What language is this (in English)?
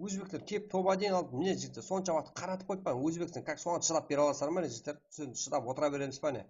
Kara-Kalpak